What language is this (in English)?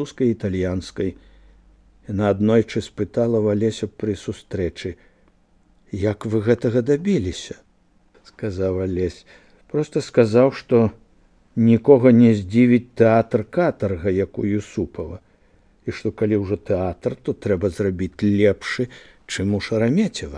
Belarusian